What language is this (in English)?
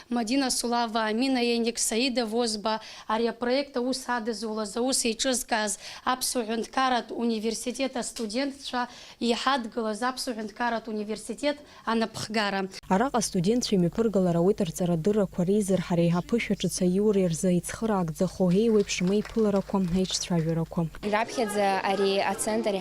Abkhazian